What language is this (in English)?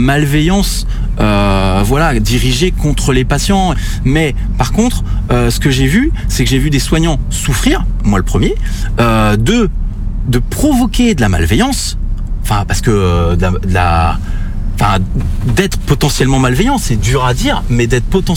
French